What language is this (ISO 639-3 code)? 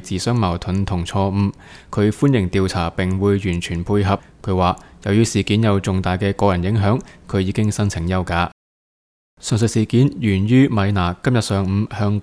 yue